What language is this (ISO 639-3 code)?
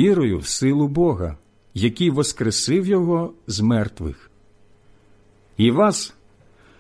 ukr